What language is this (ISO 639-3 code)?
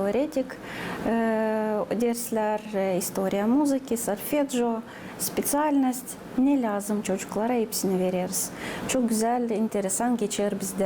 gag